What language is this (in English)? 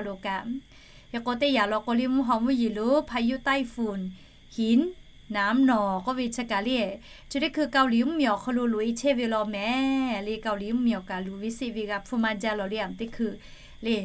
Lahu